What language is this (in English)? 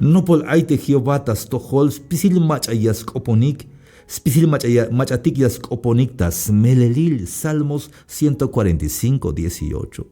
Tzeltal